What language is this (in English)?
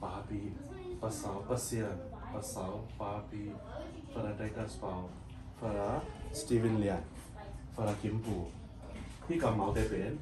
Tedim Chin